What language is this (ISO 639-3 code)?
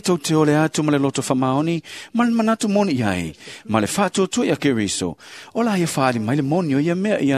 smo